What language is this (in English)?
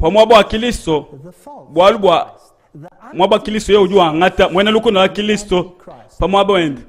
Luba-Lulua